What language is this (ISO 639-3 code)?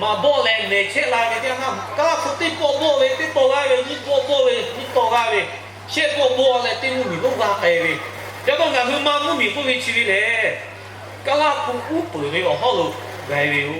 lhu